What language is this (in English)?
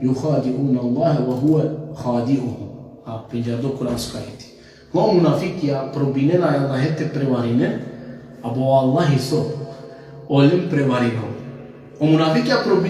Balkan Romani